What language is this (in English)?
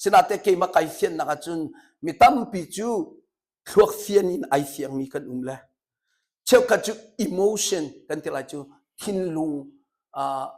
Hakha Chin